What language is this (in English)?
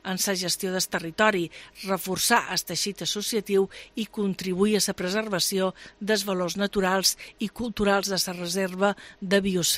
Catalan